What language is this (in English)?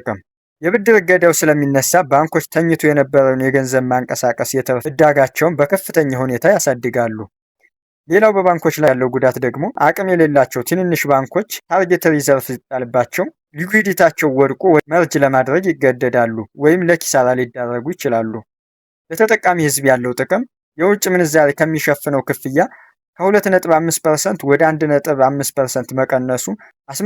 Amharic